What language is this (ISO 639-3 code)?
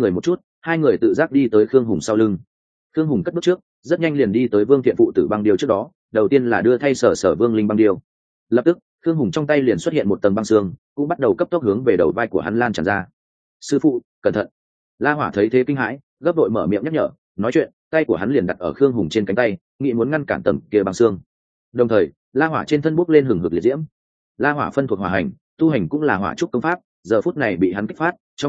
vie